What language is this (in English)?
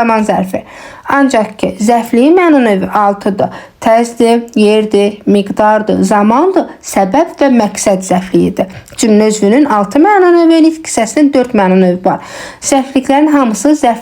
Azerbaijani